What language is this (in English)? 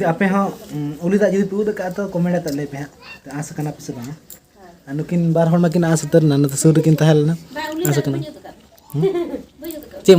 Santali